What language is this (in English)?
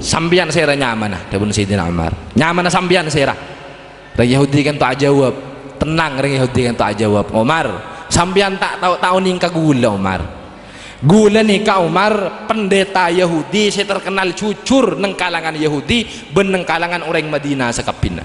Madurese